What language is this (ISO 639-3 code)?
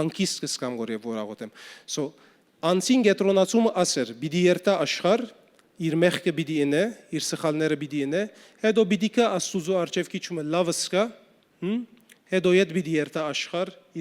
hyw